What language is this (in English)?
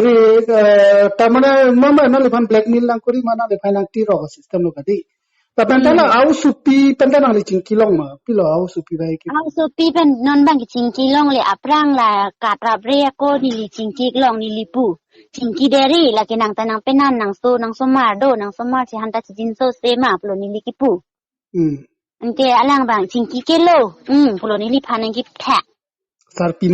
Karbi